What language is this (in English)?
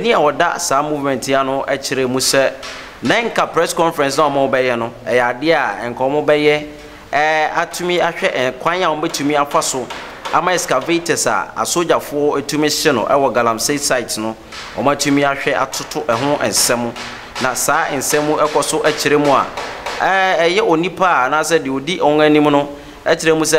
Akan